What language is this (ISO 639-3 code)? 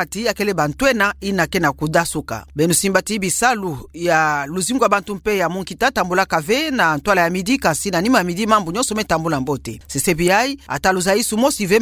ktu